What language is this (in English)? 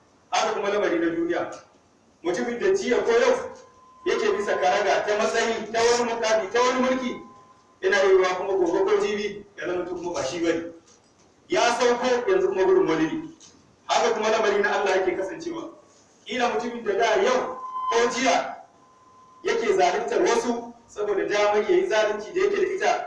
Hausa